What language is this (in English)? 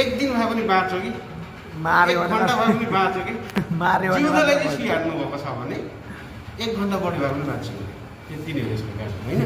Nepali